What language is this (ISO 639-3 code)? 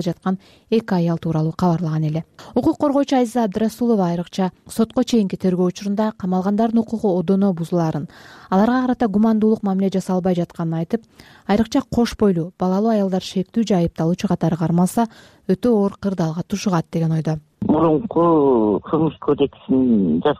kir